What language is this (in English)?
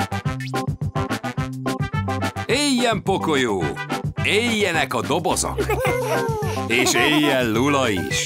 Hungarian